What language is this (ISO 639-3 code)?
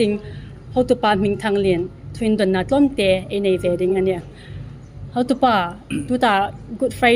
hmr